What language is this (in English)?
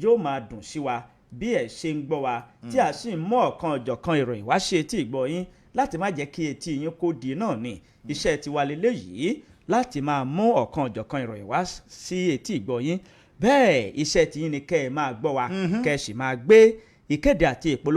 Yoruba